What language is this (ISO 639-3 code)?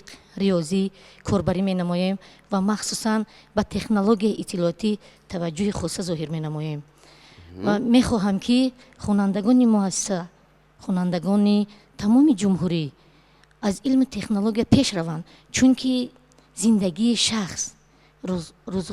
tgk